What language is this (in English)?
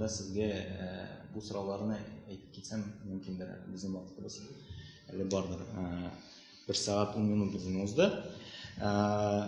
Tatar